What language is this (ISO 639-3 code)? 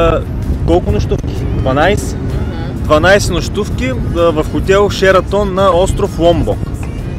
bul